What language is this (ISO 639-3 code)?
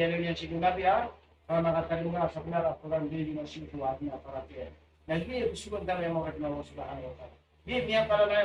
mrw